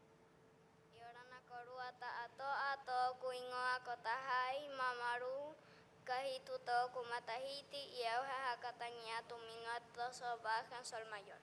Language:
Rapanui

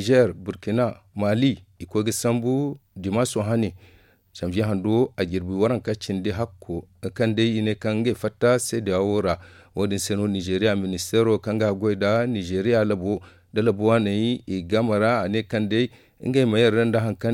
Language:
Zarma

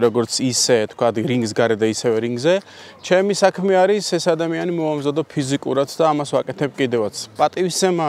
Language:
Georgian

